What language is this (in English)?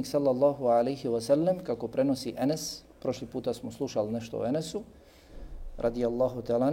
Bosnian